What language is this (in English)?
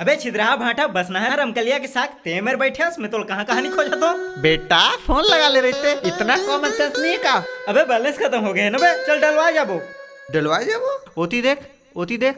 Chhattisgarhi